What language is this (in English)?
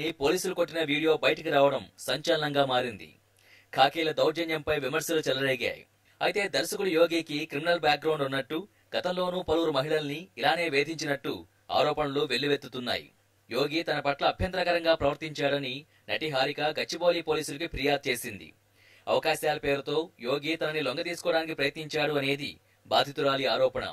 Telugu